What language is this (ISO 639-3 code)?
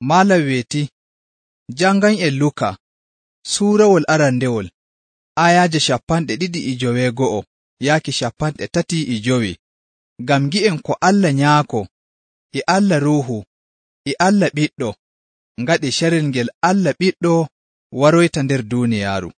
fuv